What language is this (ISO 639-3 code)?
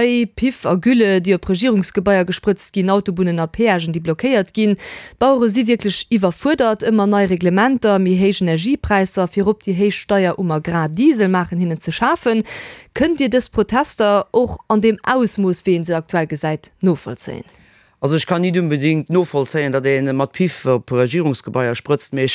ltz